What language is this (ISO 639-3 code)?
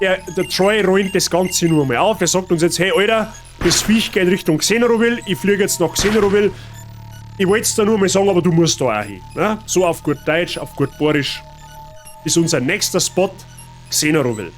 bar